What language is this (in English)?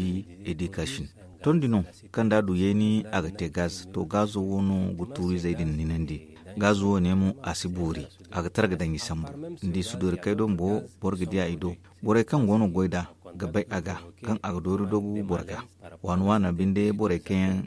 Zarma